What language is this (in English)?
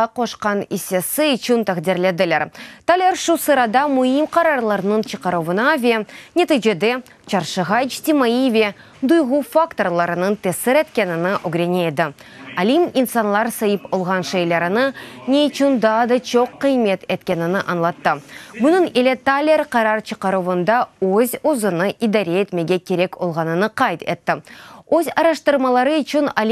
Crimean Tatar